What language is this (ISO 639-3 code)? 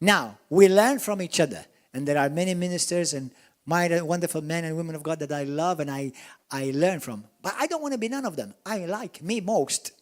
eng